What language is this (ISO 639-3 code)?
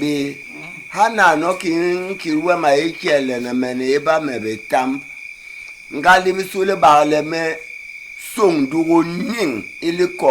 bas